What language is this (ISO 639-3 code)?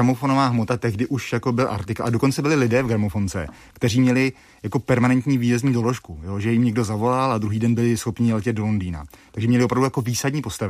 ces